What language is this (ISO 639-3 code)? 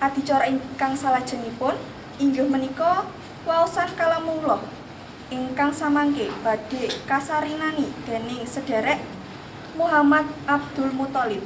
jav